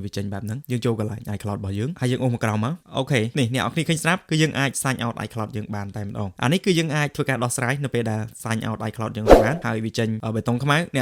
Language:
Khmer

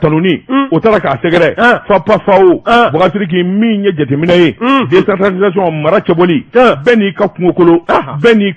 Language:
Bambara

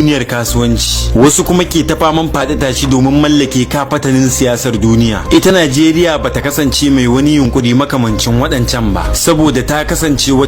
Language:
Hausa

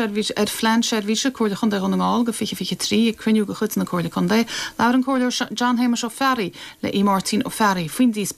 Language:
Irish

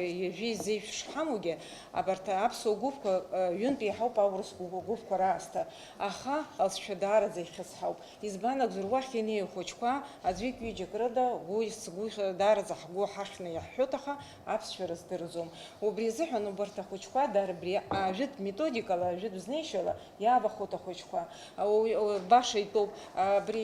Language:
Abkhazian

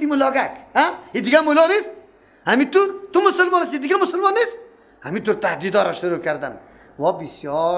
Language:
Persian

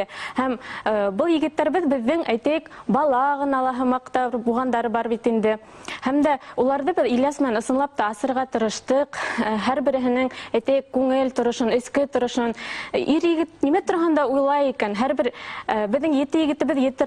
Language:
Bashkir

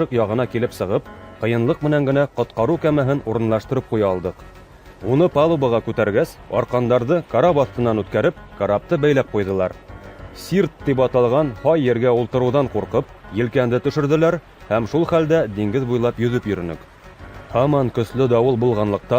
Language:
Bashkir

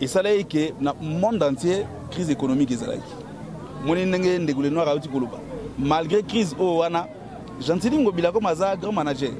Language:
Lingala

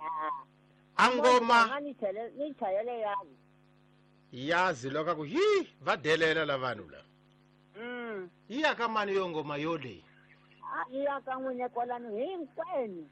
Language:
Tsonga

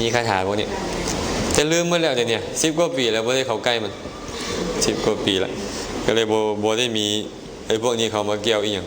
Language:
Lao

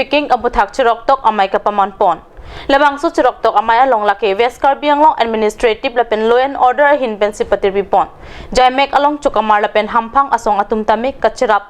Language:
Karbi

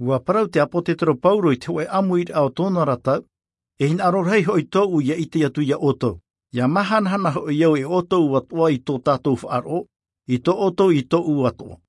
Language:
Tahitian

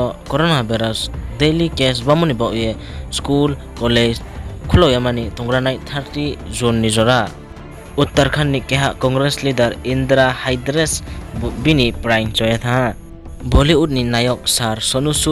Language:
Riang (India)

